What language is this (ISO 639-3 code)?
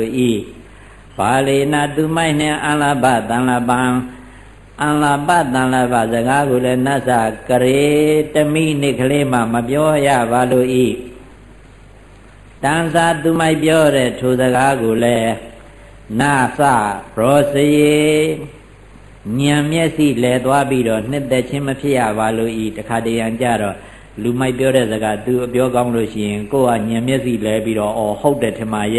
mya